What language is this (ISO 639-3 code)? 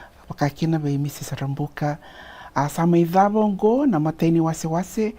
fij